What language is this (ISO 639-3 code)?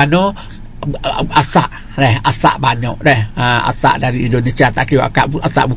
msa